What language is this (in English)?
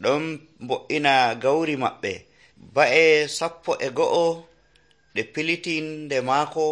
Nigerian Fulfulde